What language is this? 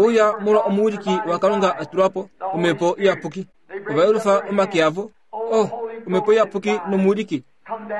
Kuanyama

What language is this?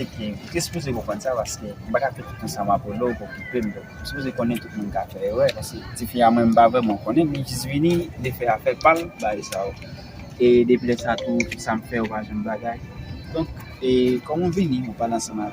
Haitian Creole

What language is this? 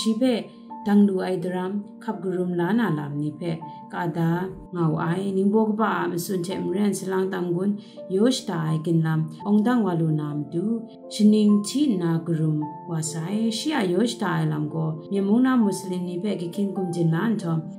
Kachin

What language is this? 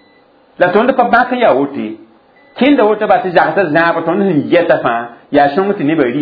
Mossi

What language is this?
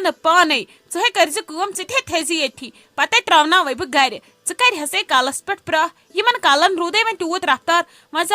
Kashmiri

